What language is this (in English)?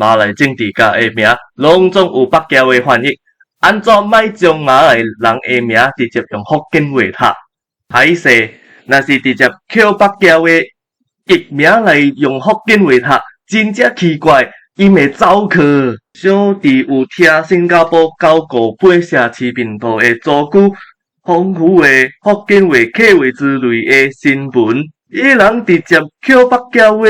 Min Nan Chinese